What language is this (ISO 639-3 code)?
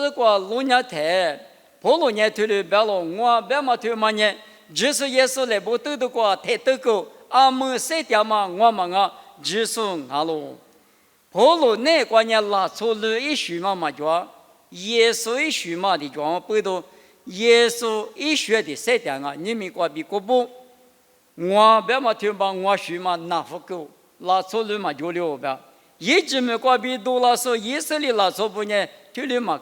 lis